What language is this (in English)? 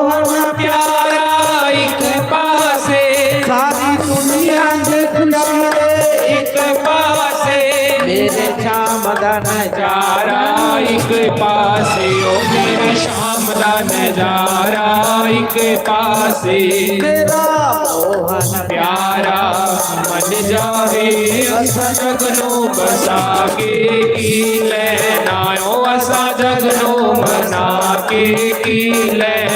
Dogri